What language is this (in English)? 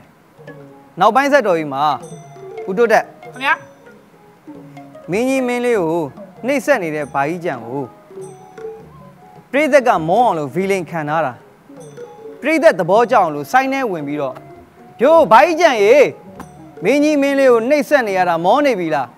Burmese